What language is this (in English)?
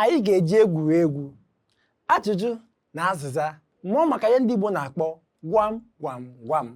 Igbo